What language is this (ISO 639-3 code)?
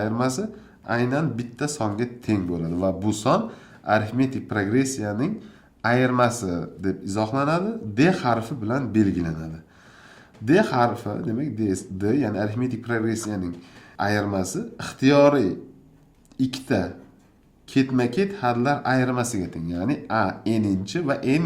uzb